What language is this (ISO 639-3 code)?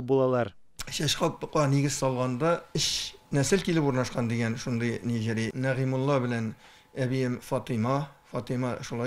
tat